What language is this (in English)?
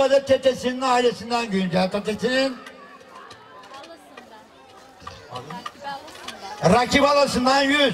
Turkish